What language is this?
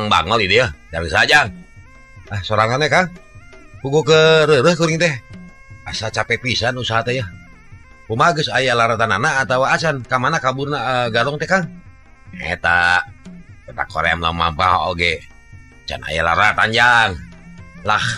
Sundanese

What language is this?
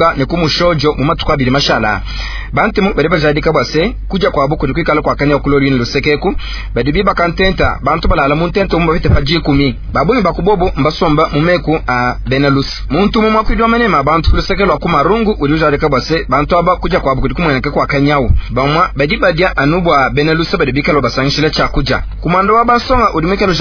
Luba-Lulua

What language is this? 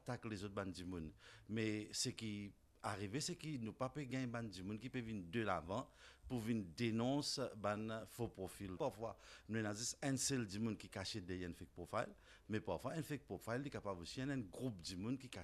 Morisyen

